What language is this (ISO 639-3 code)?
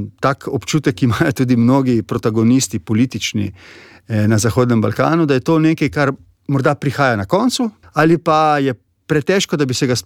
slv